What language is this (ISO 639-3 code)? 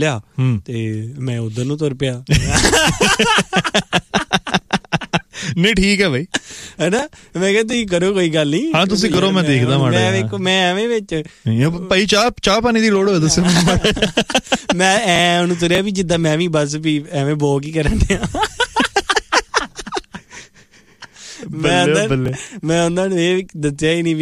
pan